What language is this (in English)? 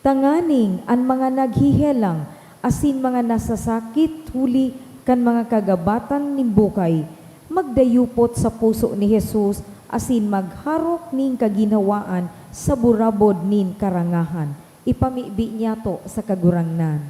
Bikol